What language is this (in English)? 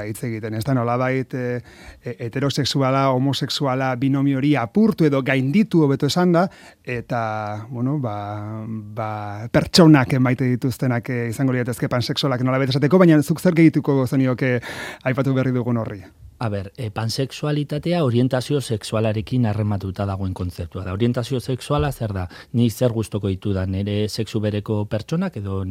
Basque